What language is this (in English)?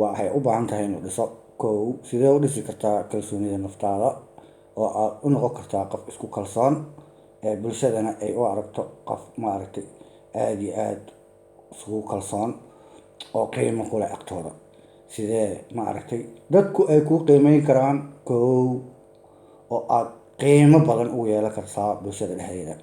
Somali